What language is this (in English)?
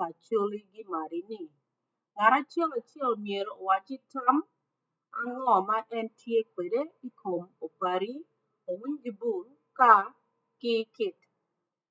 Acoli